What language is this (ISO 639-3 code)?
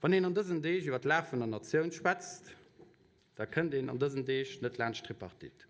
ltz